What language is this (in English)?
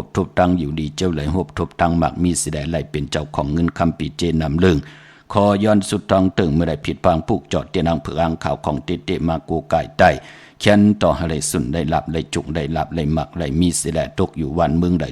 Shan